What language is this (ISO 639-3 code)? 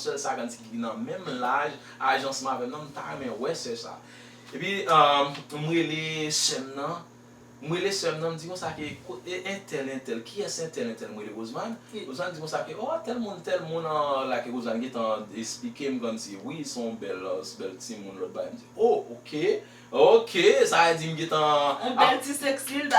hat